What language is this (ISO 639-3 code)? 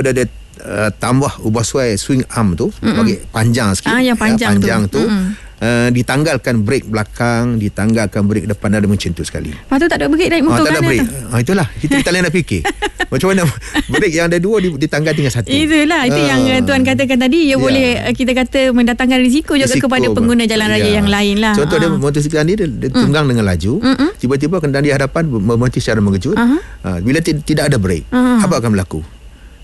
msa